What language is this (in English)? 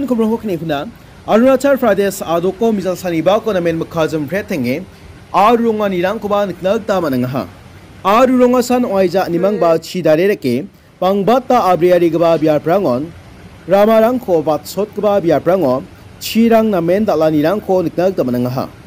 Garo